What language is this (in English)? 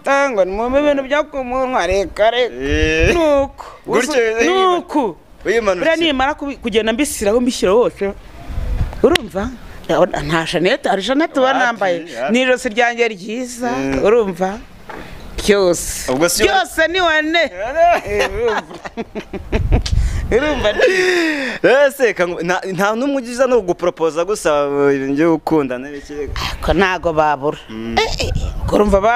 Kinyarwanda